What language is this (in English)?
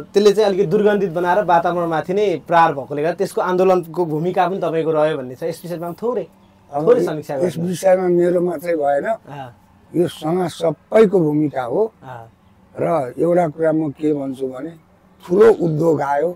Nepali